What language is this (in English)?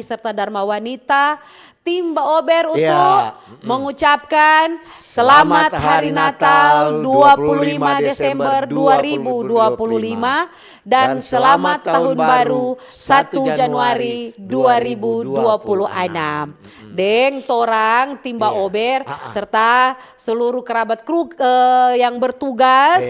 Manado Malay